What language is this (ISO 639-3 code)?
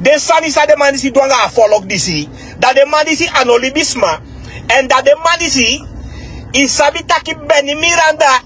srn